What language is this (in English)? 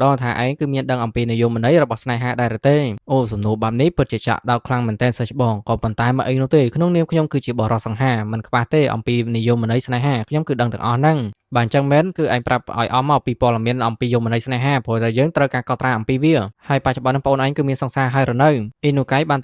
Khmer